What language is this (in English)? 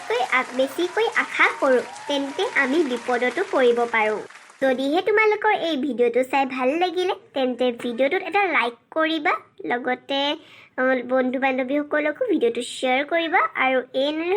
Assamese